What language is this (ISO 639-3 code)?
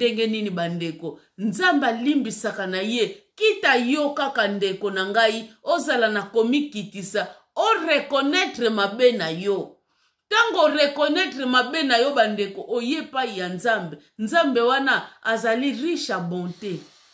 lin